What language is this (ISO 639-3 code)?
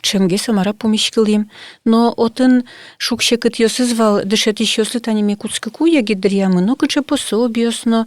udm